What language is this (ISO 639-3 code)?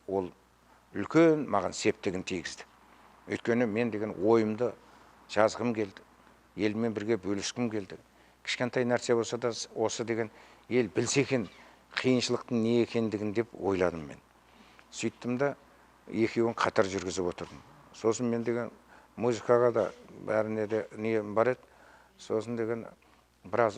kaz